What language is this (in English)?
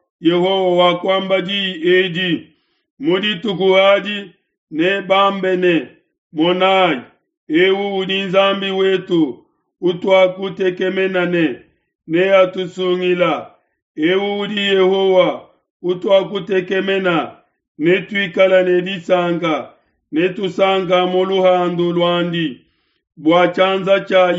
Luba-Lulua